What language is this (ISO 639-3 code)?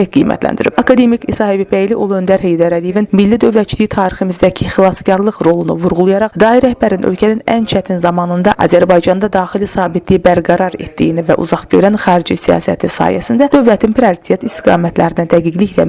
aze